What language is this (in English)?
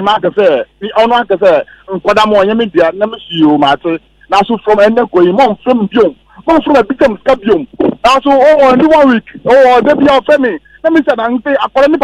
Akan